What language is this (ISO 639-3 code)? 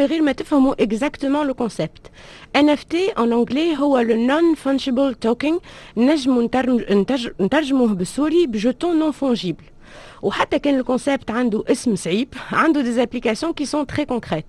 aeb